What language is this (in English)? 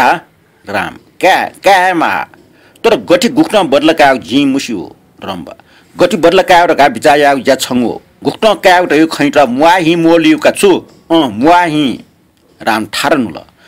Newari